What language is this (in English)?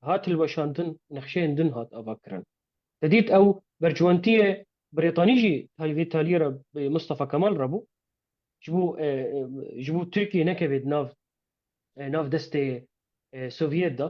Kurdish